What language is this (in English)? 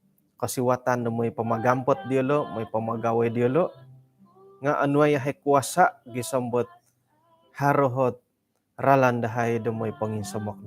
Central Dusun